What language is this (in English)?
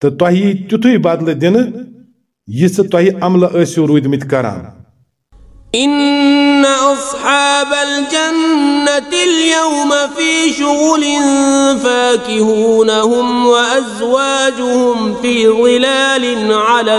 Kashmiri